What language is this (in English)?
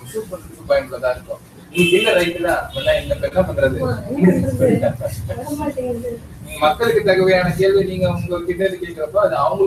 Tamil